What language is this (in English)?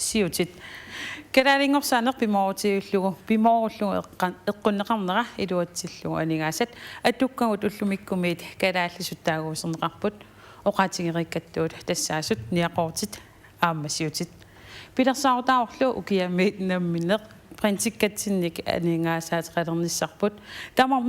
Kalaallisut